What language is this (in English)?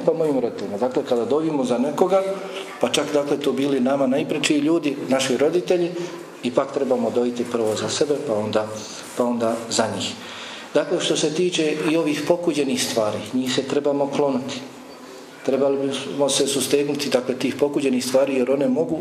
Bosnian